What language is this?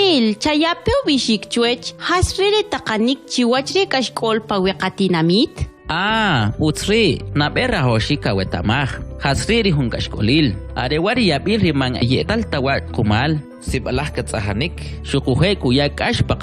Kʼicheʼ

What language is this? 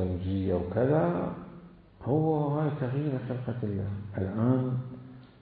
Mesopotamian Arabic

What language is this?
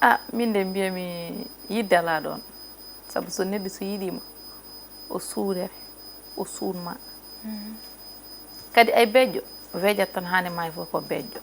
Fula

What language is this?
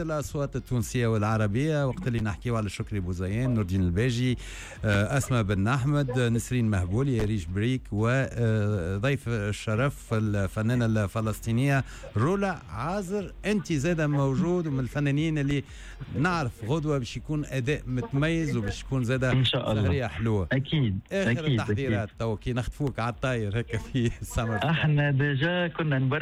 Tunisian Arabic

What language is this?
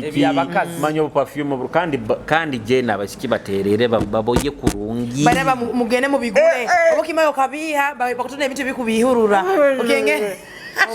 Nyoro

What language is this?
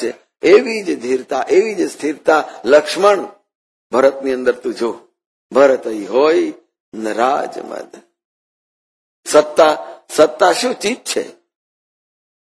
Gujarati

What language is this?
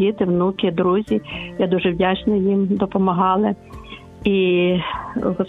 Ukrainian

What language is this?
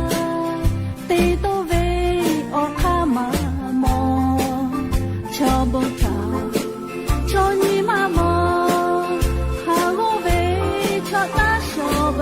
Lahu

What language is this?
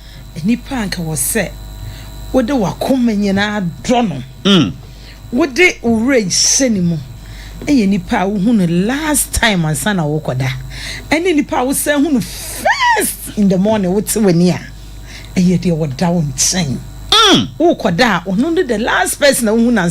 Akan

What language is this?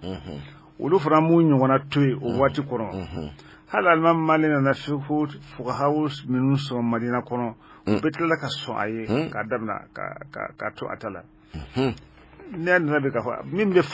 Bambara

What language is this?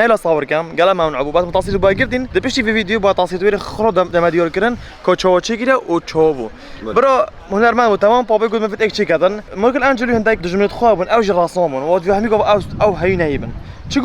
Kurdish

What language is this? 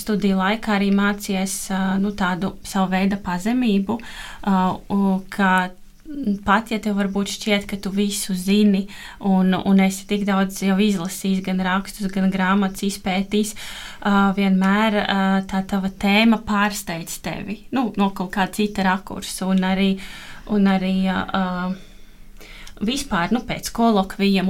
Latvian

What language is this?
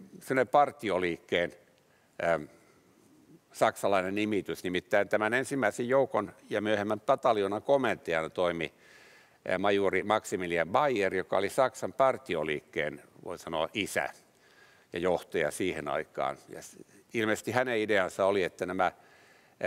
Finnish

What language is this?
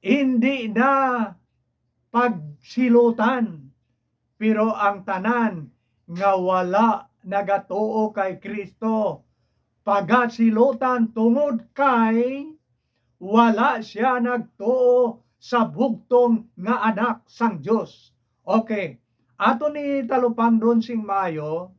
Hiligaynon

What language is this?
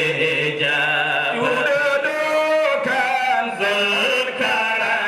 Fula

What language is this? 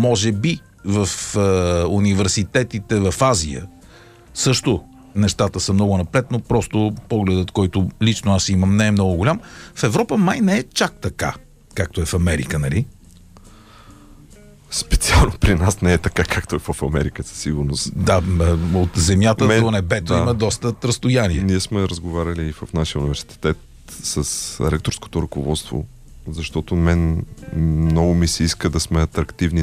Bulgarian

